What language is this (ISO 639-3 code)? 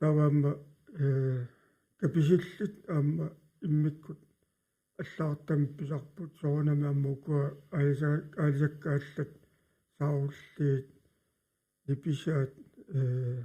kal